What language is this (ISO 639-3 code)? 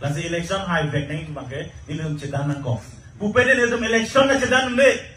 mjw